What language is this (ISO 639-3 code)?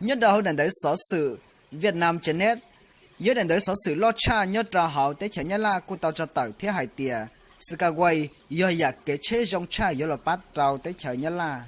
hmn